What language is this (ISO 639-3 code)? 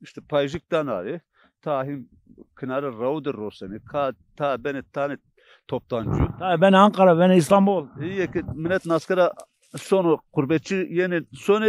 zza